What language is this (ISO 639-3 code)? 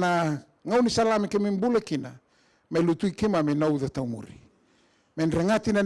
fij